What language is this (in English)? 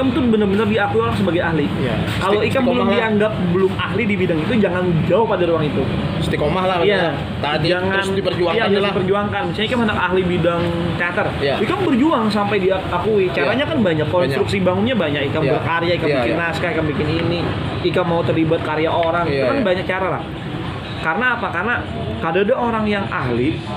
Banjar